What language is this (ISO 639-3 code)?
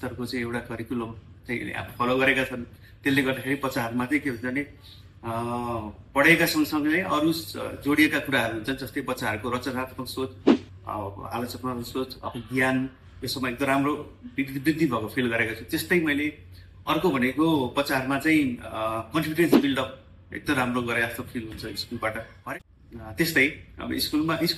nep